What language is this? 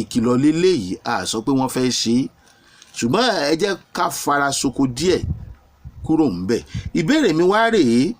Yoruba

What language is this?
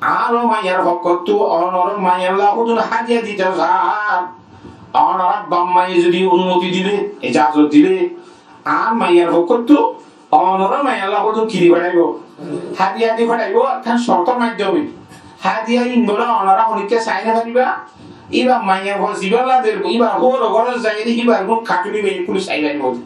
Rohingya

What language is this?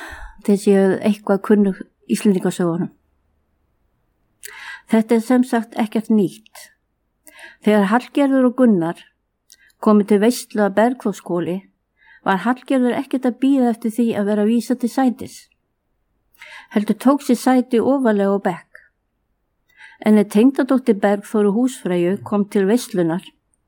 Icelandic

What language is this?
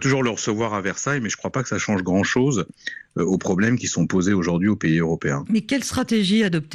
French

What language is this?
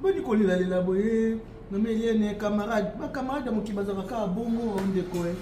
Lingala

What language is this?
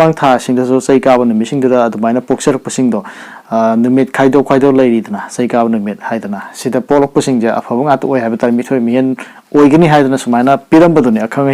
Manipuri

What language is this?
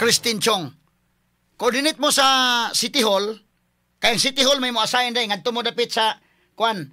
Cebuano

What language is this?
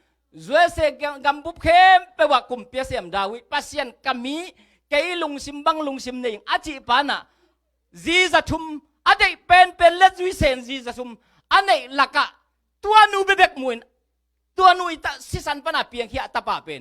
Tedim Chin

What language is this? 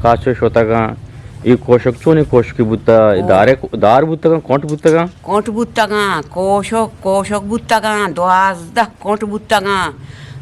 Eastern Balochi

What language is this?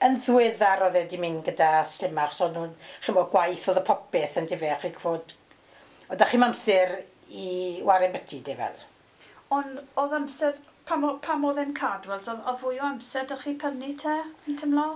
Welsh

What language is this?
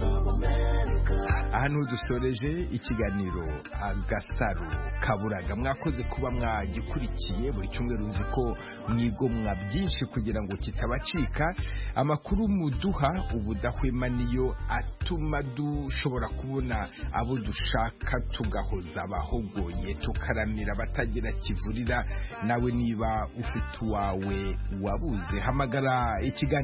Kinyarwanda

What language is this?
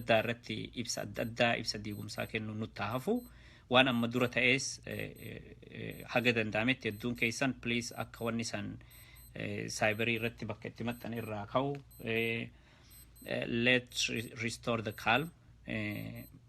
Oromo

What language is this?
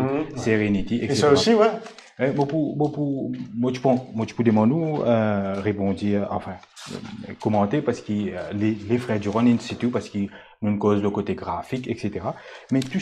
Morisyen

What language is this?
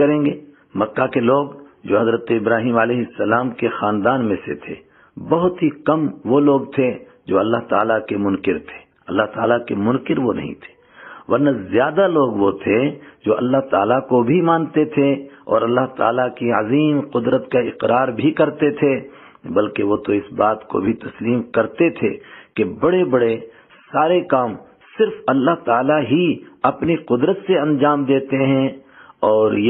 Urdu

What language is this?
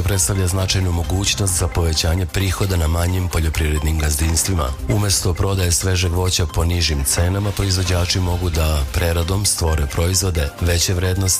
Serbian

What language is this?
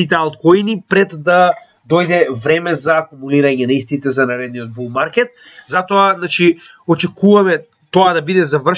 Macedonian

